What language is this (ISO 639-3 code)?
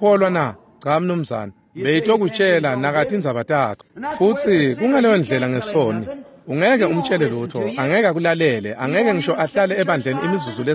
ssw